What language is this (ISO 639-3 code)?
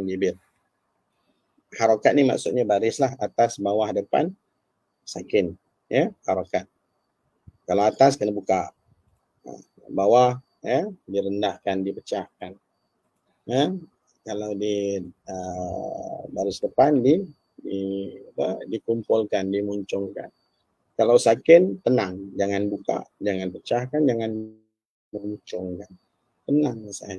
msa